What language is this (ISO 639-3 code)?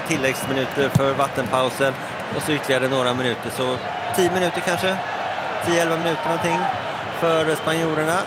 swe